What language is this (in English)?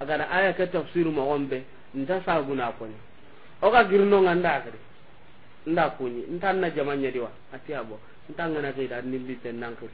Soninke